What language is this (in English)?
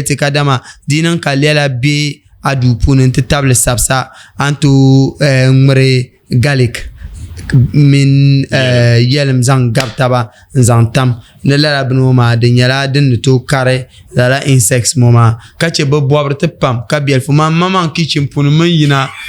Dagbani